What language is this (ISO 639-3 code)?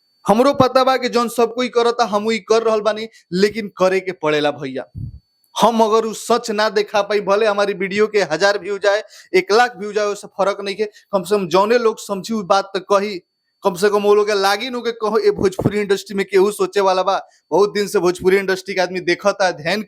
bho